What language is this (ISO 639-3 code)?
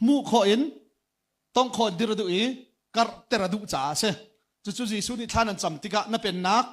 cnh